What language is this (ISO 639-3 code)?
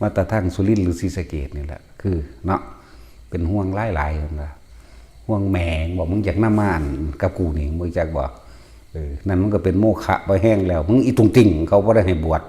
tts